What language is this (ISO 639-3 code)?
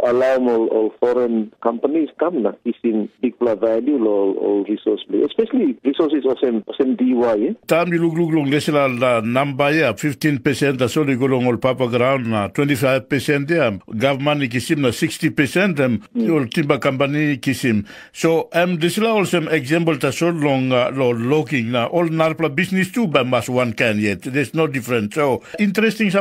tpi